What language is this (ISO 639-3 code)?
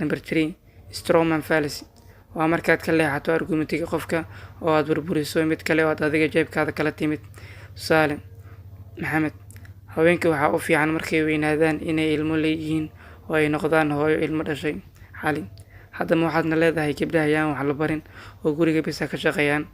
som